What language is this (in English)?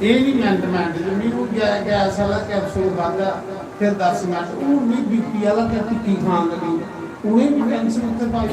Dogri